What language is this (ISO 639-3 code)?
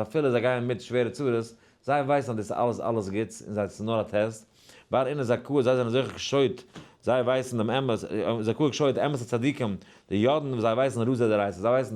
yid